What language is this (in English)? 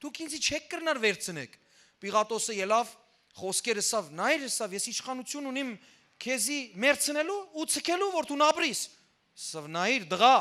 Western Armenian